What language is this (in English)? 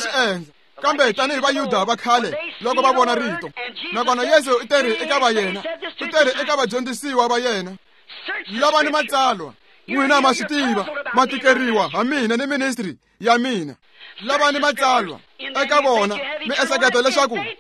Tsonga